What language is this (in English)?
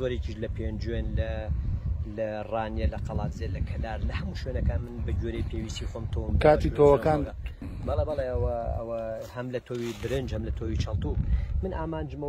Central Kurdish